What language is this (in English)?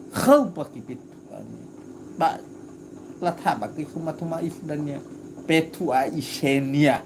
Nias